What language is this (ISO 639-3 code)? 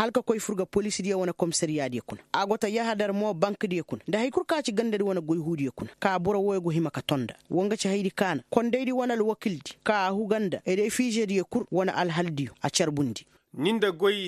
ses